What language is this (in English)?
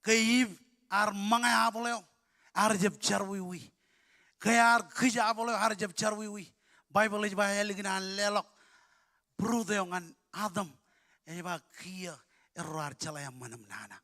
Marshallese